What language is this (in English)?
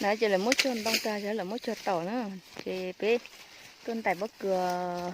Hmong